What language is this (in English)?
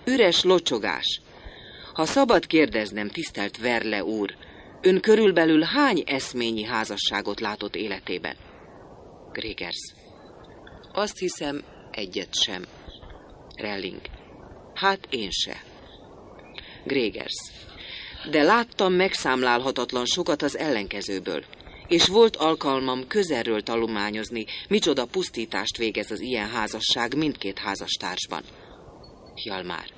Hungarian